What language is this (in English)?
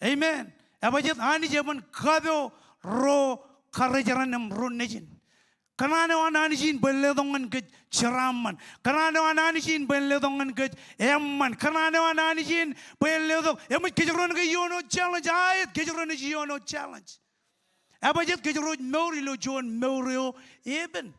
Marshallese